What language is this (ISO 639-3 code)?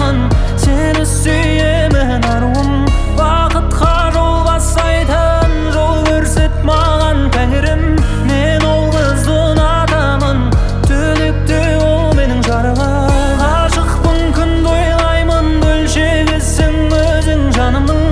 kaz